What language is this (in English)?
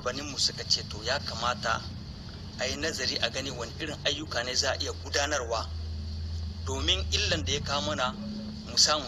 Hausa